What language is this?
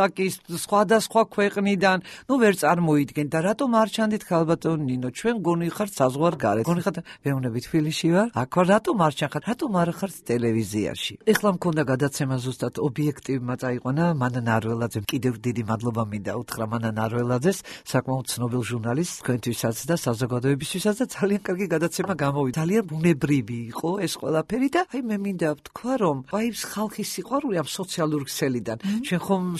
Georgian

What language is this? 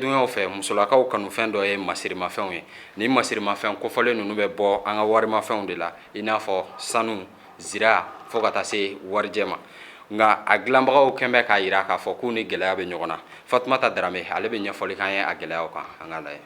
Bambara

